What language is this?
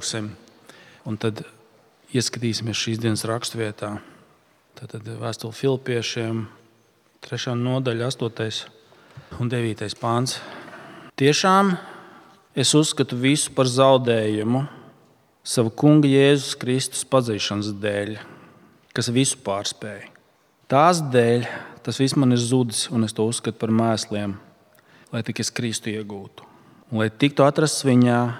Latvian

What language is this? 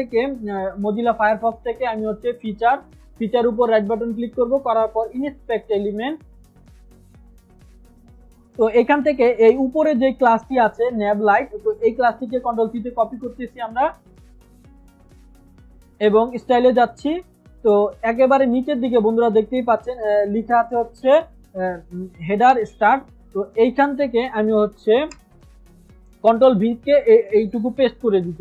Bangla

